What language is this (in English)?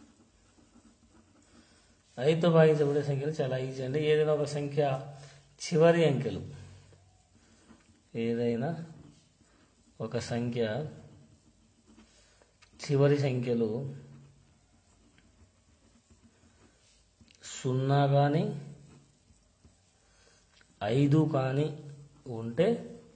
Telugu